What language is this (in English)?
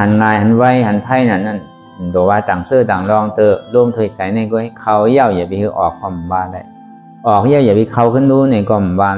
Shan